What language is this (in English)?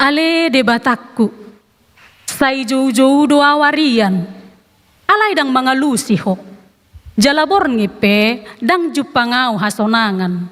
Batak Toba